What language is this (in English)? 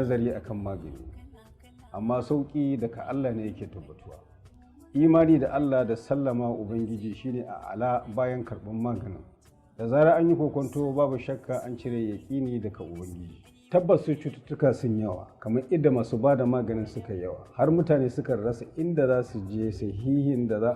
Hausa